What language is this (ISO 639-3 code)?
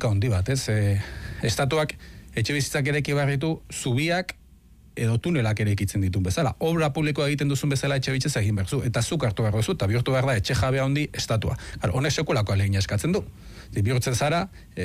eus